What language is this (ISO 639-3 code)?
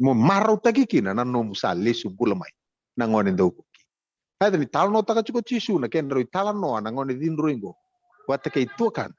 fij